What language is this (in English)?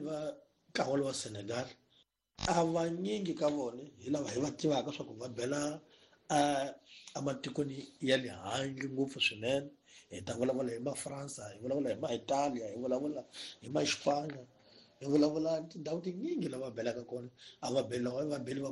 Tsonga